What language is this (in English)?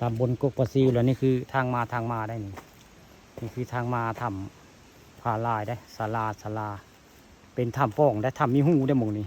Northeastern Thai